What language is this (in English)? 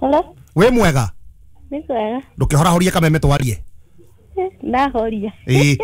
Kikuyu